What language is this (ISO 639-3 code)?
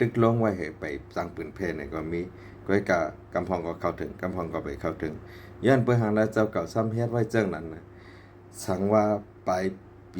shn